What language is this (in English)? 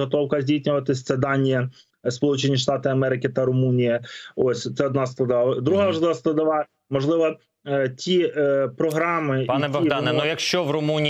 Ukrainian